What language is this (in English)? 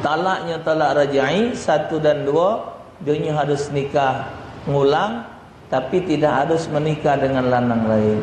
Musi